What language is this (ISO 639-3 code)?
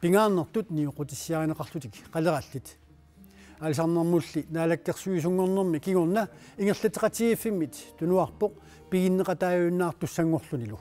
kal